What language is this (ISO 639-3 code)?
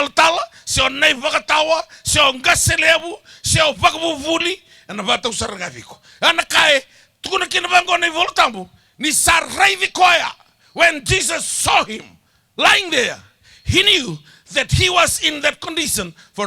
fij